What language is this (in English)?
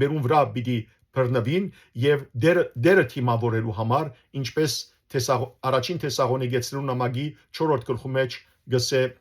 Western Armenian